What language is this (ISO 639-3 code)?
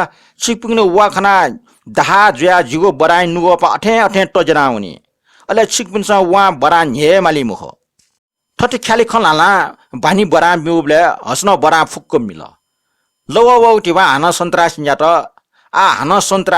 new